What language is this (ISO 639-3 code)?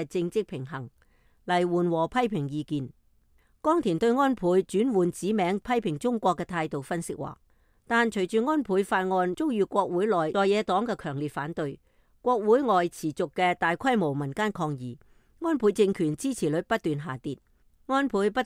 yue